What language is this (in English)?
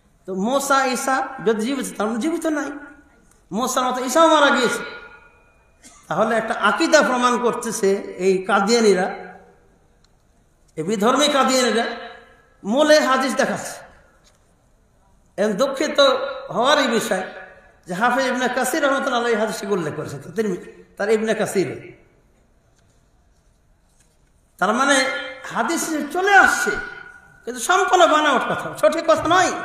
Bangla